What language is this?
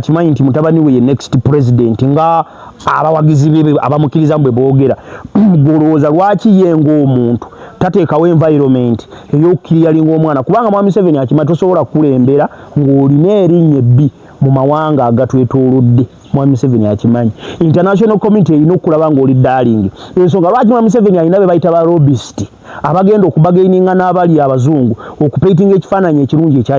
Ganda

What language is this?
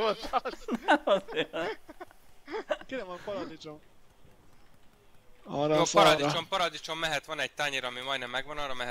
Hungarian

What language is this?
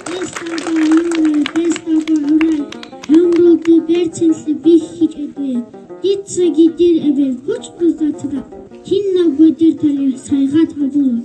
Avaric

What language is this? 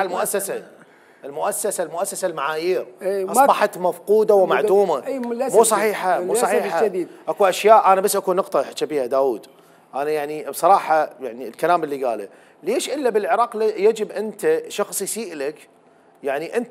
Mesopotamian Arabic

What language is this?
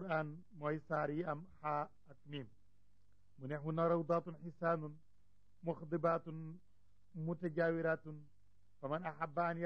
Wolof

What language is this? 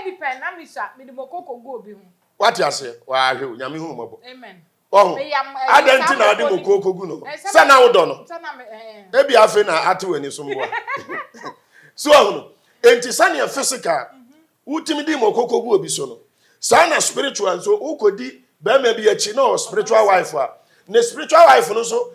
Akan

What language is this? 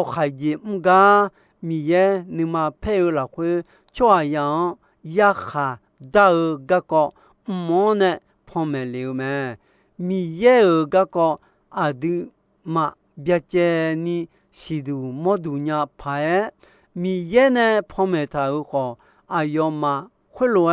Akha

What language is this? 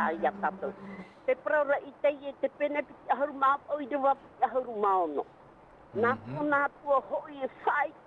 Tahitian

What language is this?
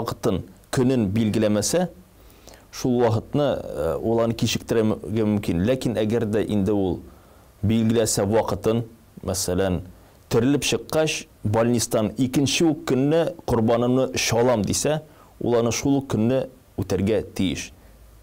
Tatar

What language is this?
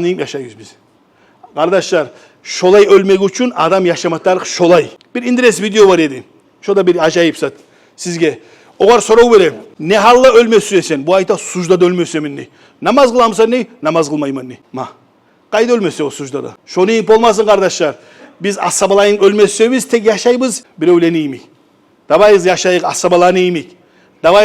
Kumyk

